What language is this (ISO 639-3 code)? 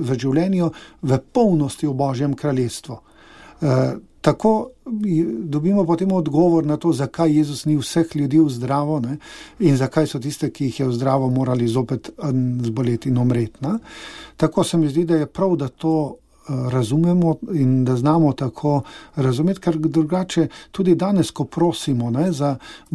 slv